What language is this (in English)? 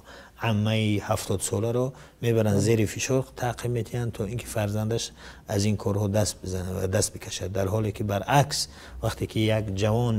Tajik